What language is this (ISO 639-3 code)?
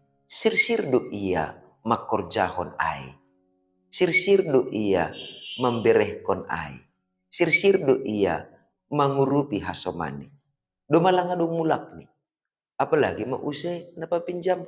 bts